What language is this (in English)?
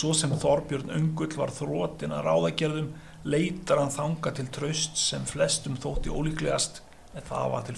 Icelandic